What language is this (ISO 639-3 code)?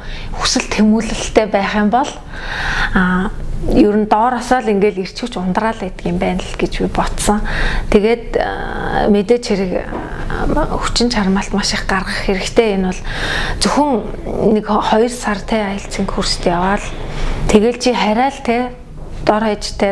mon